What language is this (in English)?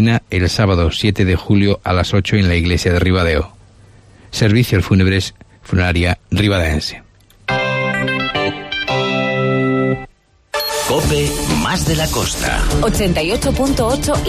Spanish